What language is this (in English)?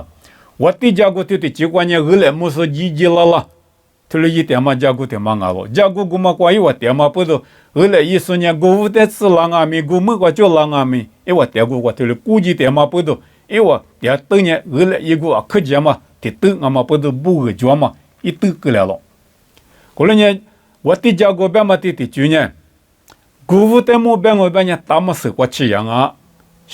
Lisu